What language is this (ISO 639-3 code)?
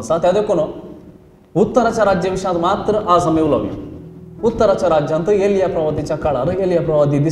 kok